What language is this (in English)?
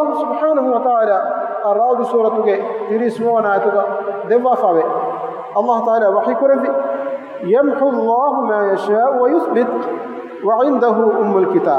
Divehi